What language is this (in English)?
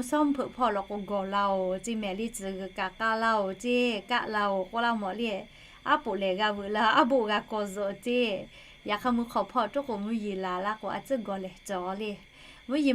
Lahu